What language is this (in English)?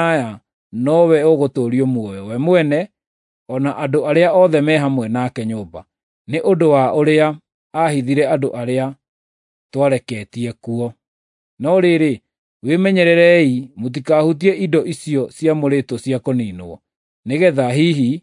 Kikuyu